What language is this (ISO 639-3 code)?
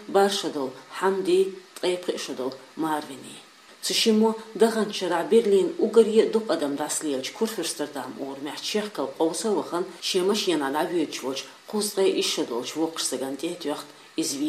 che